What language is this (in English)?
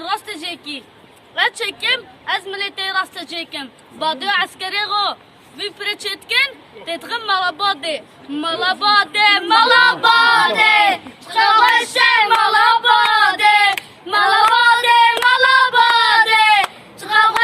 Kurdish